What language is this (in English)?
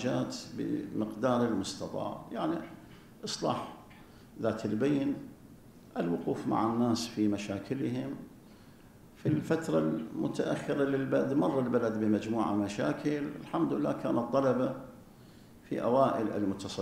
Arabic